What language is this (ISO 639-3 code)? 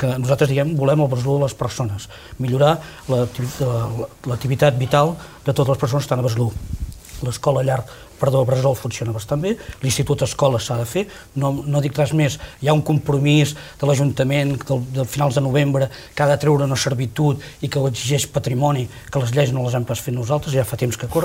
cat